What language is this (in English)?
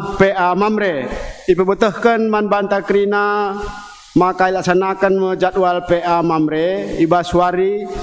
Batak Karo